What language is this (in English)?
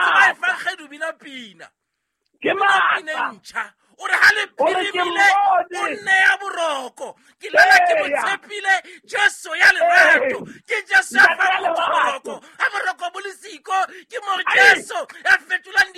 Southern Sotho